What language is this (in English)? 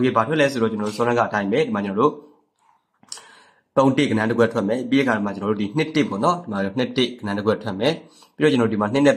Burmese